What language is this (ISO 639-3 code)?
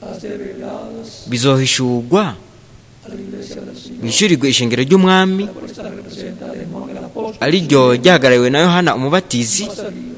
run